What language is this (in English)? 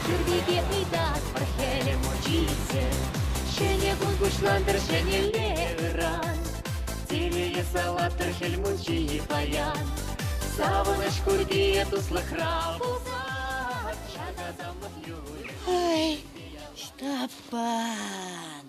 Chuvash